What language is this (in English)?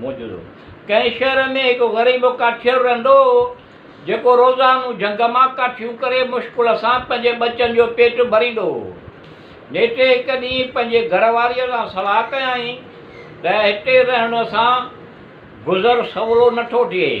Sindhi